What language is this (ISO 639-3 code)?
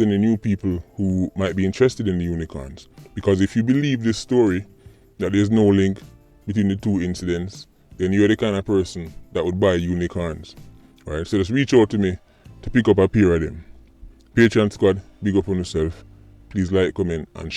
jam